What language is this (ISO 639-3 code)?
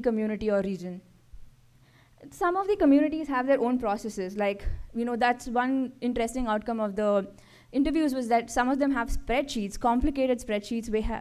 eng